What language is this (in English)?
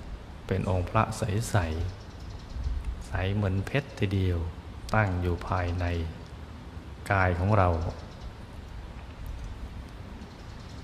Thai